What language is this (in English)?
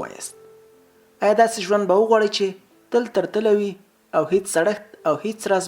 Pashto